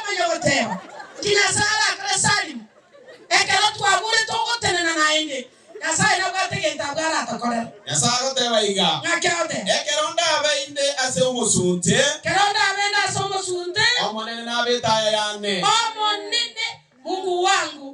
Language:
Gusii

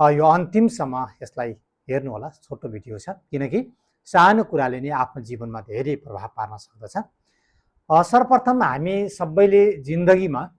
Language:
Nepali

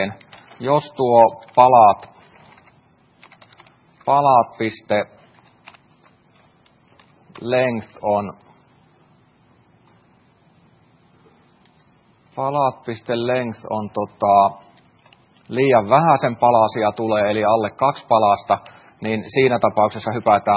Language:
Finnish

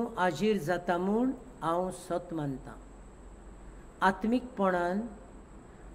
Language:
Konkani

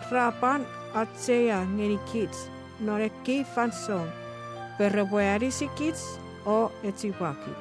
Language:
Chuukese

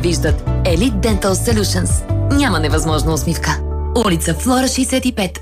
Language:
Bulgarian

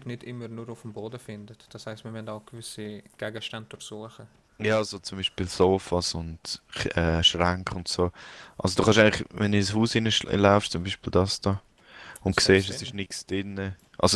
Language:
Swiss German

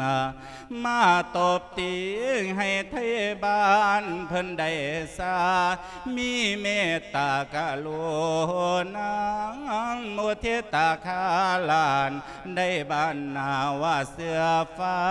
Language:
Lao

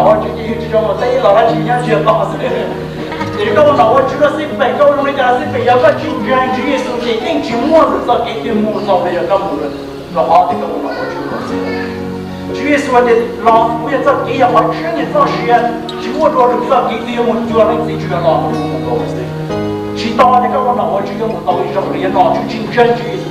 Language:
Hmong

